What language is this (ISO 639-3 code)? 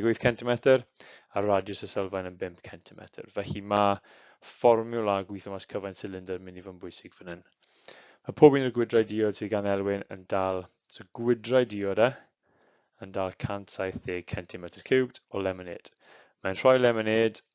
cym